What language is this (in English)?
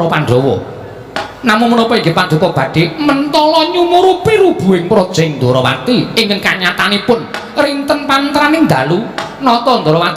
Javanese